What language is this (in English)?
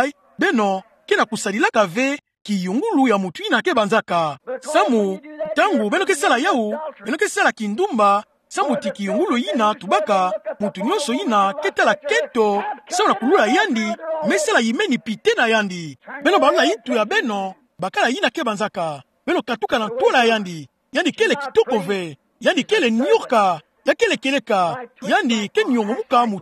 Kituba (Democratic Republic of Congo)